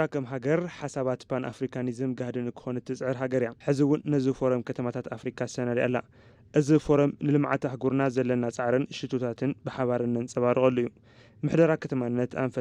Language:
Tigrinya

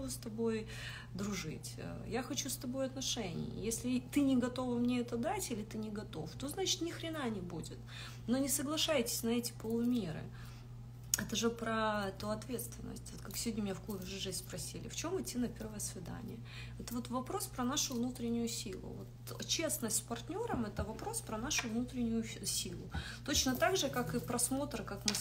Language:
Russian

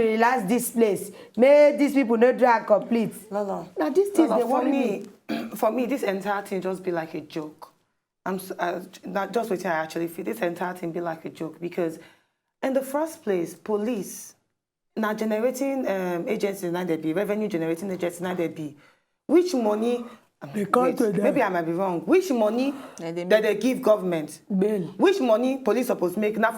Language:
Nigerian Pidgin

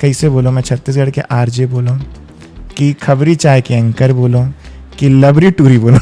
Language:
Chhattisgarhi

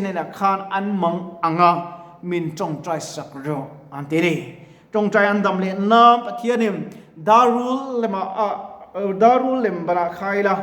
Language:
Mizo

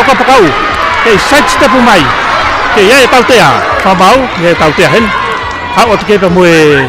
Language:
Tongan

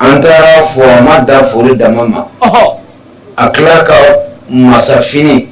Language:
Bambara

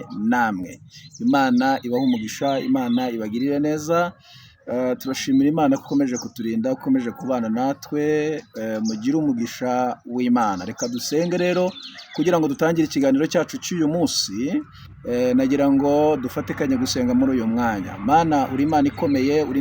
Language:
Kinyarwanda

